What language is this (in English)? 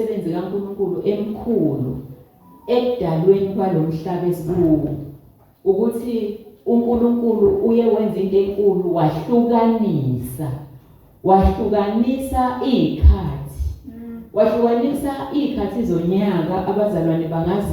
Zulu